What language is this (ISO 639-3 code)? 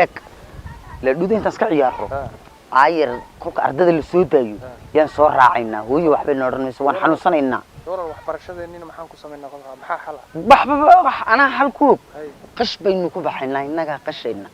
som